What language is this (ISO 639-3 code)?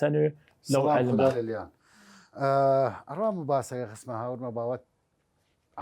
sdh